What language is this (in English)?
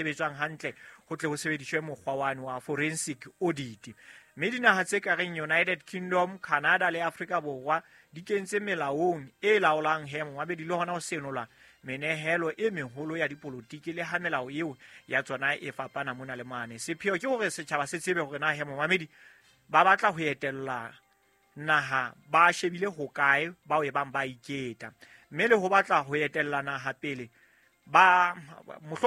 Southern Sotho